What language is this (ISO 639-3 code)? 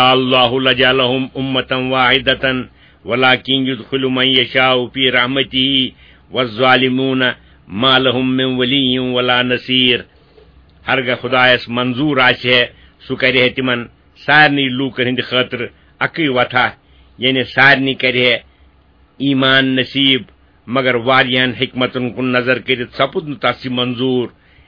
kas